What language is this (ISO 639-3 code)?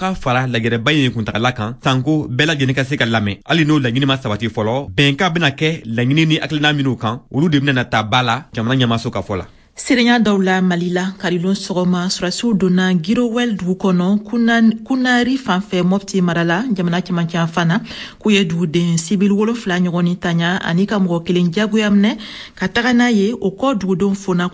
bam